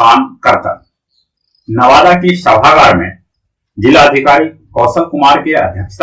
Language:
Magahi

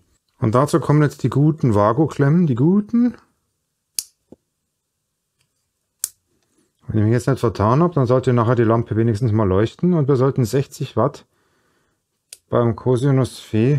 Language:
German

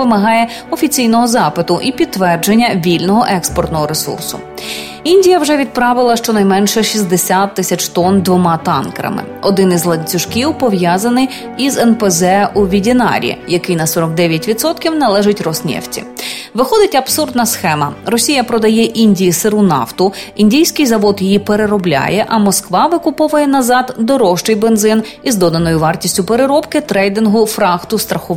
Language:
Ukrainian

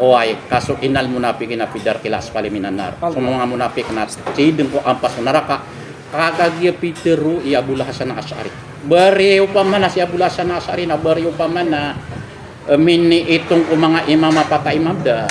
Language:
Maranao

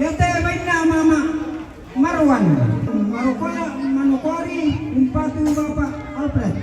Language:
Toraja-Sa'dan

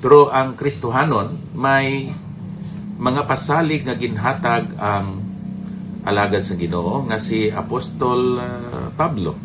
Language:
Hiligaynon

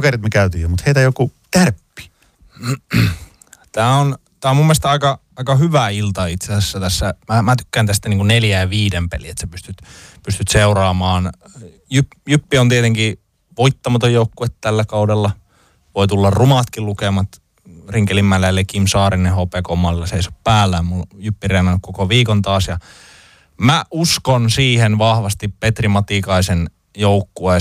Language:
Finnish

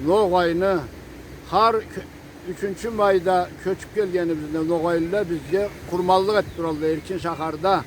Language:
Karachay-Balkar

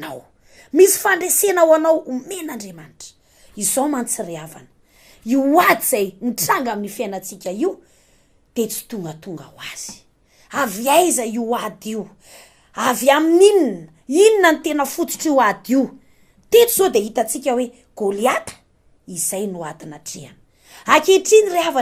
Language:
Malagasy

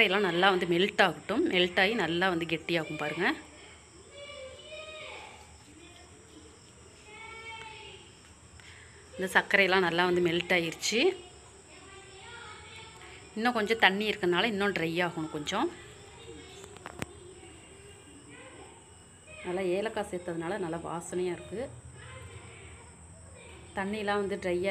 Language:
Tamil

